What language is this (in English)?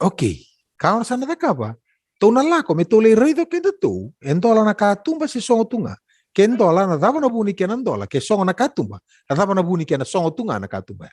Fijian